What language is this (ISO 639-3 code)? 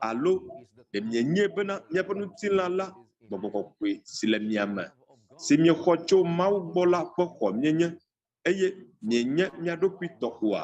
ewe